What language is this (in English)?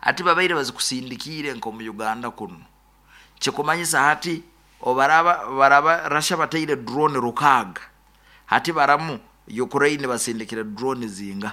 Nyoro